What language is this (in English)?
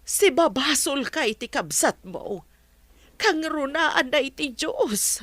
Iloko